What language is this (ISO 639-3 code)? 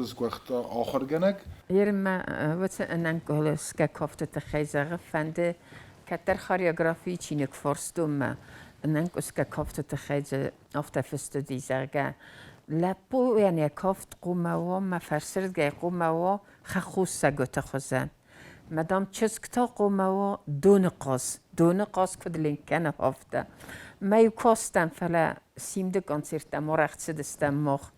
oss